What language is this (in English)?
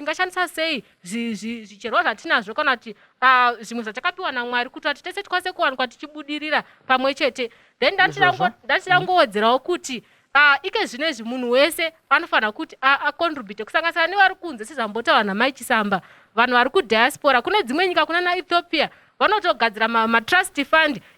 Shona